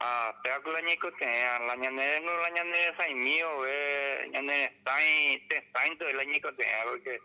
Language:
Guarani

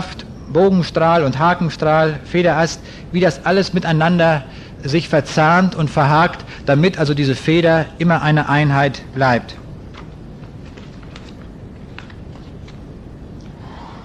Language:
German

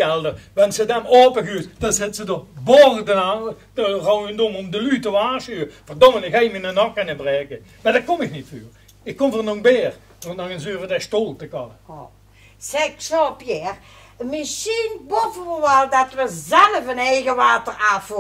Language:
Limburgish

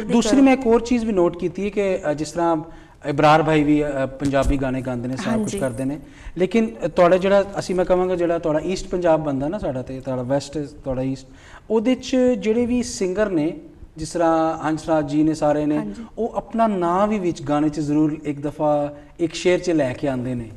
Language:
Punjabi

